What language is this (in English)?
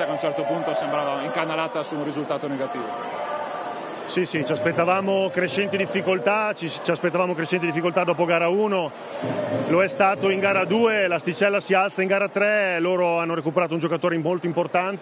Italian